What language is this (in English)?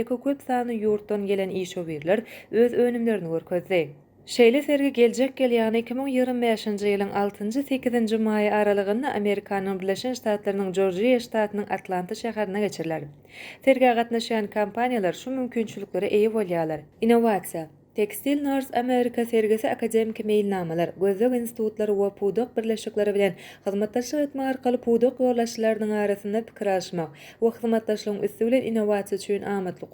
Turkmen